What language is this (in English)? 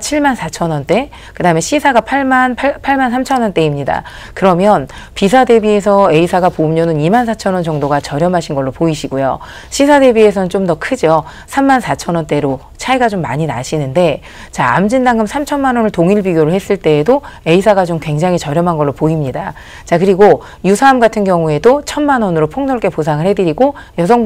Korean